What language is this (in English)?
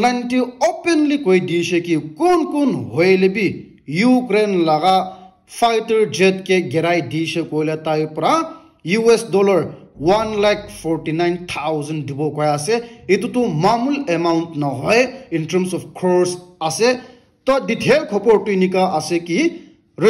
Naga Pidgin